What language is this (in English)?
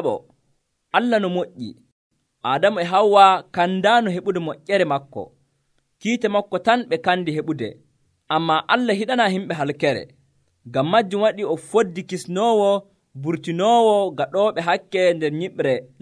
Nigerian Fulfulde